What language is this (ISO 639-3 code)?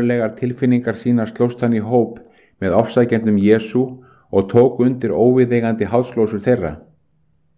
isl